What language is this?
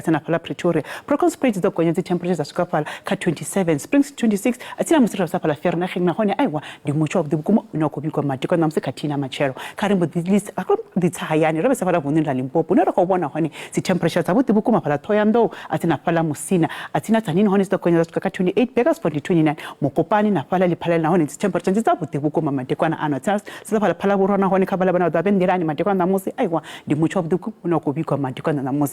Venda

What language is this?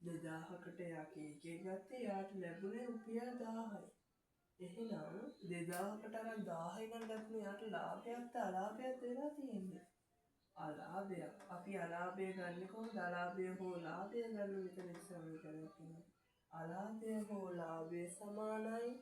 Sinhala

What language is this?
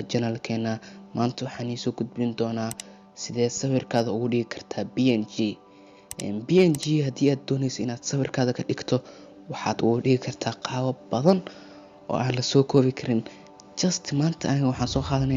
Somali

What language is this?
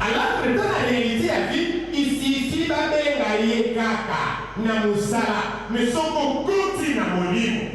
Lingala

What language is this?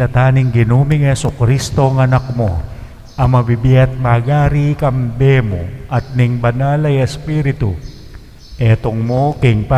Pampanga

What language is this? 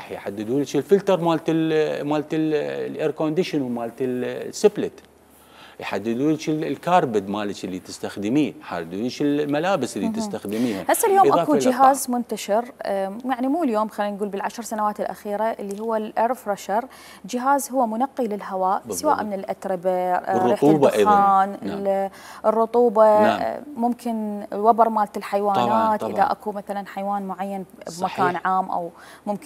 Mesopotamian Arabic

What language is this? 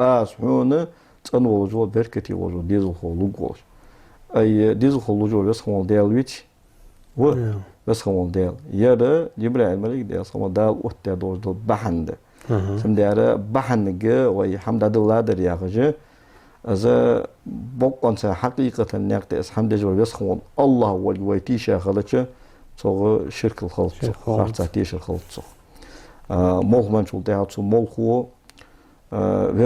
Ingush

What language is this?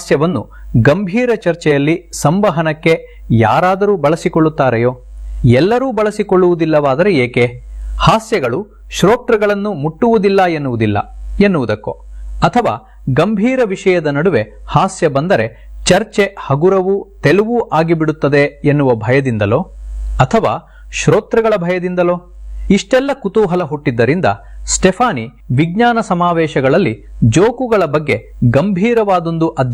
Kannada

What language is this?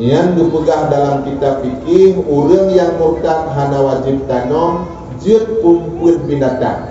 Achinese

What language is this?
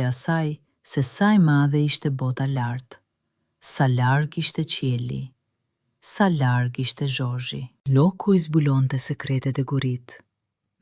Albanian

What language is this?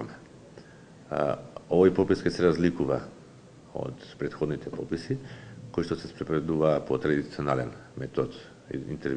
Macedonian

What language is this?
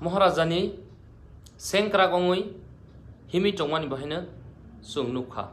Kok Borok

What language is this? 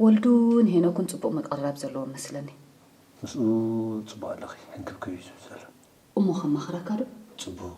Tigrinya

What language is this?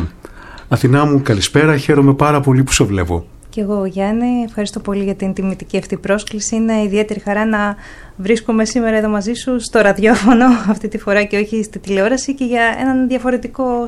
Greek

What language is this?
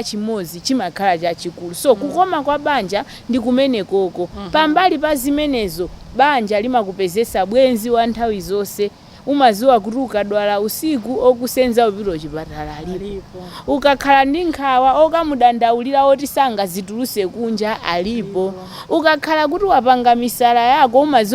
Nyanja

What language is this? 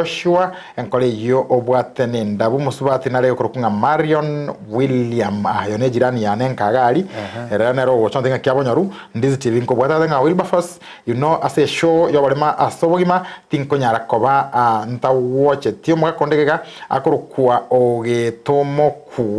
Gusii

